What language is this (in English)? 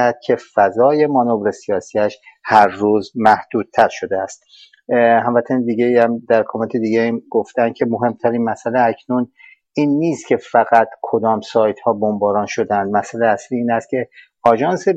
Persian